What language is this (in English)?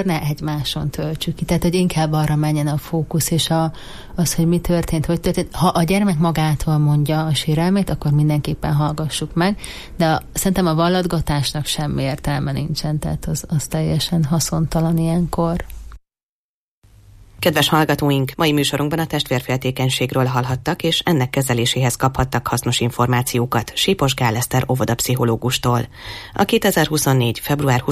Hungarian